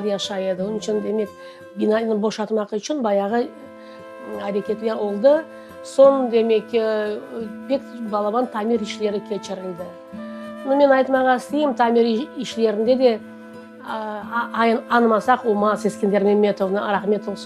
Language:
Crimean Tatar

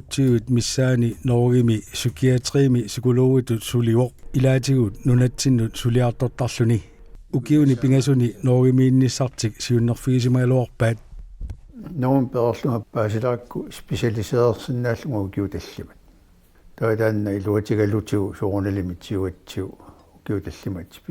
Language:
Kalaallisut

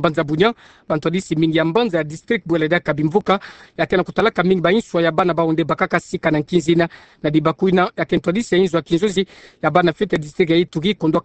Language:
Kituba (Democratic Republic of Congo)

